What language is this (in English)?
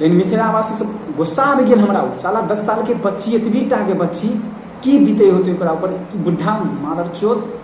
Maithili